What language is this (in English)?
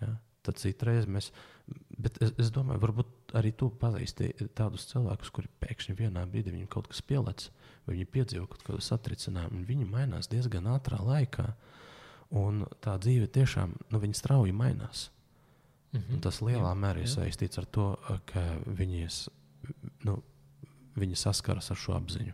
Latvian